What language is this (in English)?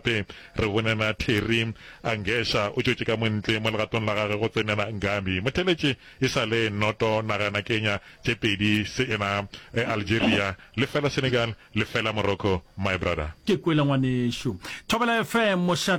Northern Sotho